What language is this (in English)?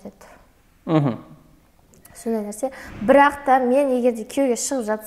Kazakh